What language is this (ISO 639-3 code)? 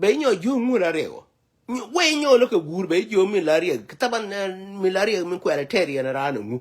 nus